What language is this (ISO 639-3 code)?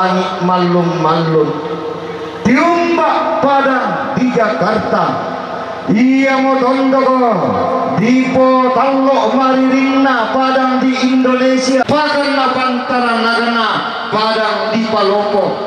sda